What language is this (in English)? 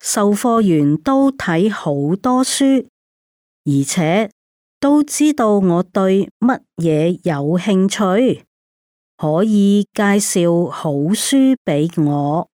Cantonese